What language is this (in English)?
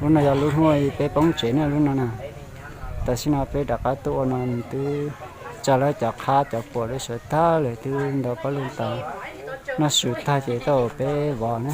Hmong